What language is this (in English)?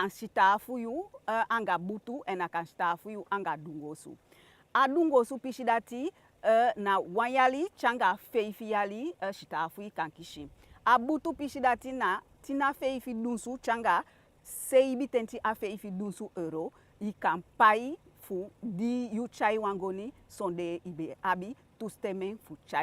Eastern Maroon Creole